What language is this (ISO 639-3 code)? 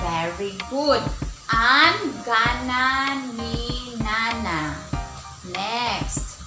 war